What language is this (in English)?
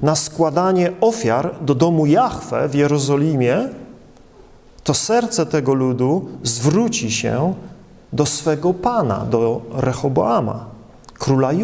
Polish